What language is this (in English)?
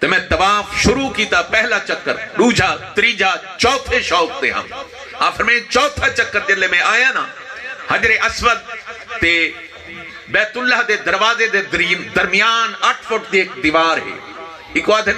Saraiki